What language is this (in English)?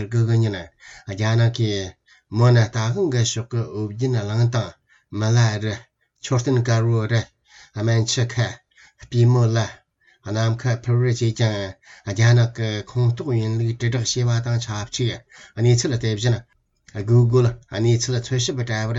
Tibetan